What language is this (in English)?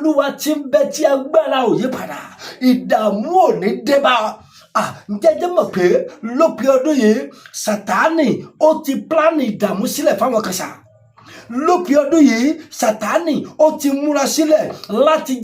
Yoruba